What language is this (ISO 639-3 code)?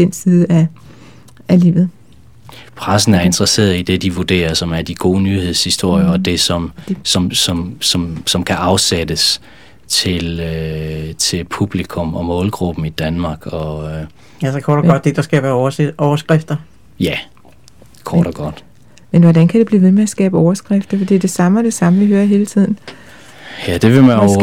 dan